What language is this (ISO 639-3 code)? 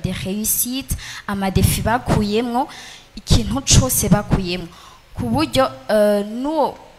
run